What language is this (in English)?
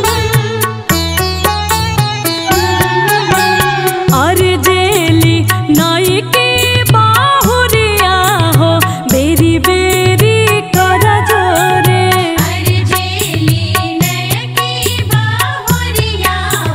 Bhojpuri